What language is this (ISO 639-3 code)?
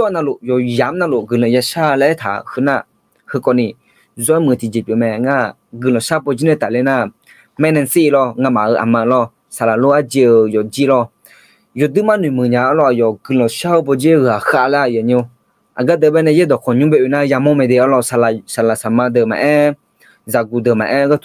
ahk